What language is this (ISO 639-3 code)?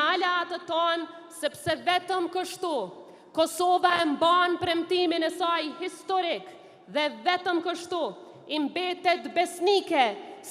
sqi